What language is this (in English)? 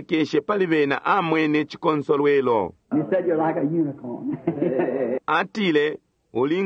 Bemba